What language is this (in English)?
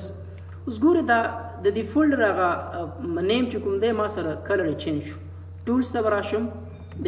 Pashto